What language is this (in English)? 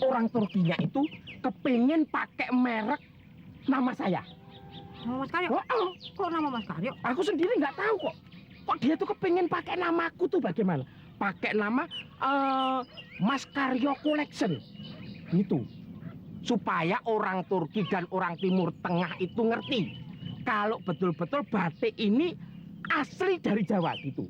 Betawi